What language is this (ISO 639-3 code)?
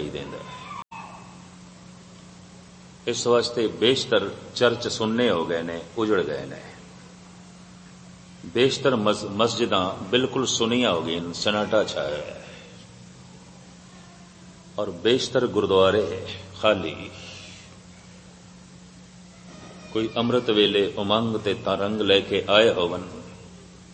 pan